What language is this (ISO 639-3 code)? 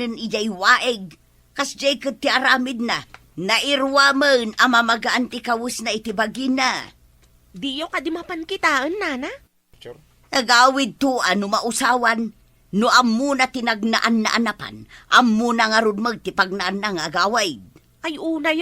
ilo